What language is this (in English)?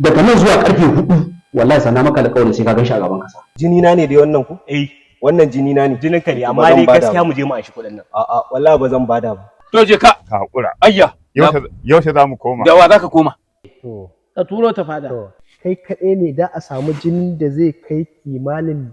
Hausa